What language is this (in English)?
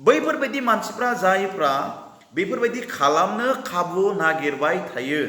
Bodo